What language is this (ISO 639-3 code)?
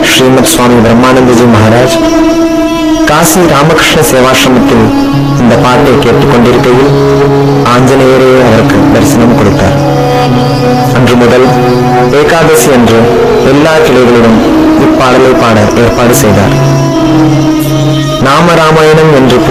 tam